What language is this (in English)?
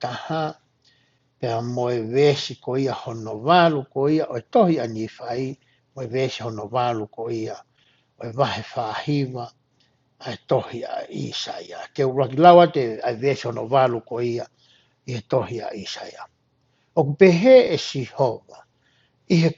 Tongan